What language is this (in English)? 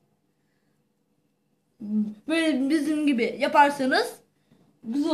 Turkish